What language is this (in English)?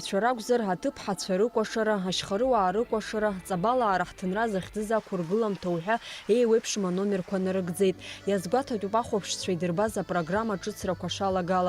Abkhazian